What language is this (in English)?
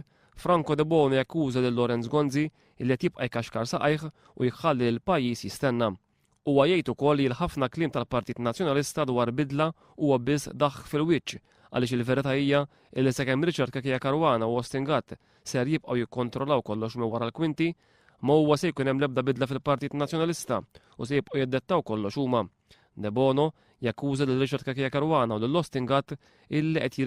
Maltese